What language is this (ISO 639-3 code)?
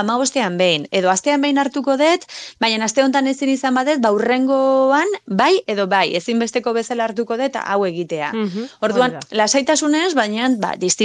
eus